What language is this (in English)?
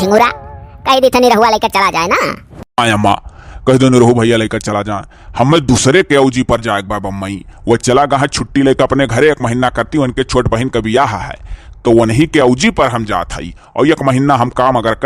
Awadhi